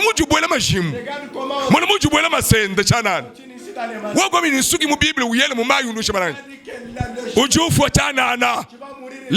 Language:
Luba-Lulua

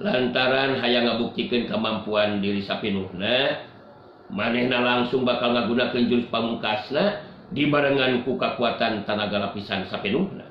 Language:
Sundanese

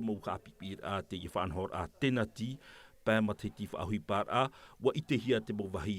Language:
Tahitian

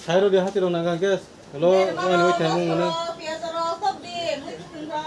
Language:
Kok Borok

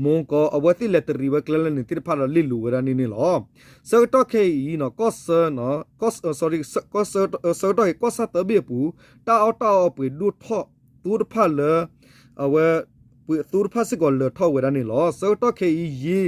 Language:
S'gaw Karen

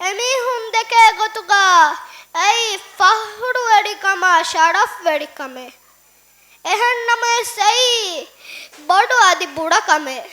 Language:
Divehi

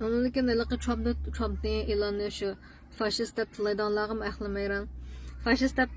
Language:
Uyghur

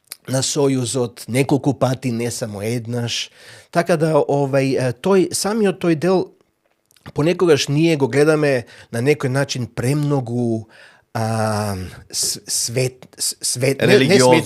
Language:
Macedonian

